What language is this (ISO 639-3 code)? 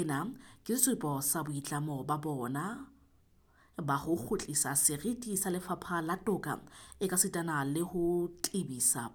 sot